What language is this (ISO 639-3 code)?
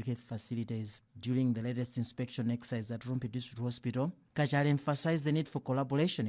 eng